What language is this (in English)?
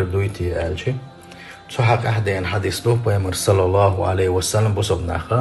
Chechen